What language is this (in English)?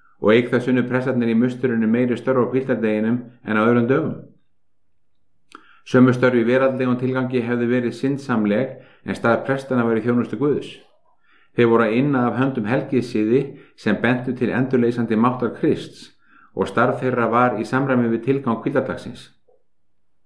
Icelandic